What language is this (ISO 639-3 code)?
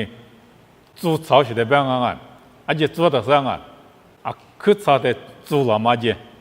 lis